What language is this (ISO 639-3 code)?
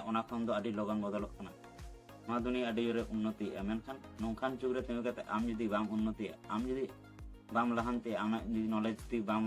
sat